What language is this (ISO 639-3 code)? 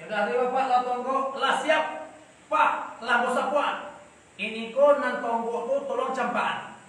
min